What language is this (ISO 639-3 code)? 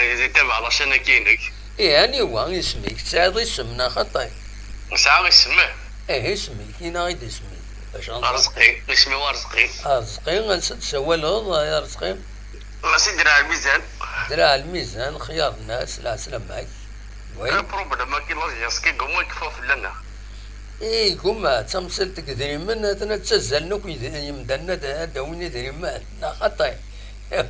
kab